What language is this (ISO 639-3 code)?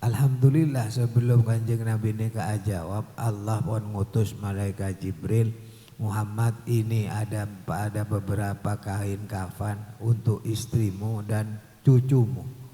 mad